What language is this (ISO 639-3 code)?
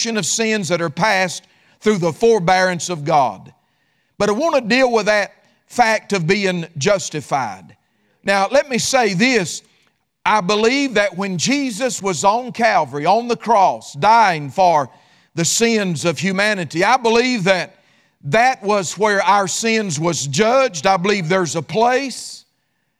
eng